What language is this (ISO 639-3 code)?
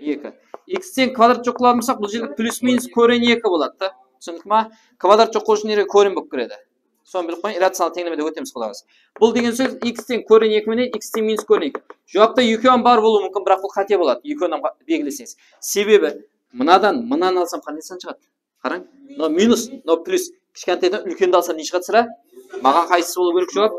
kaa